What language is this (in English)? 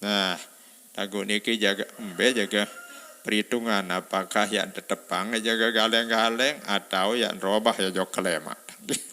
Sasak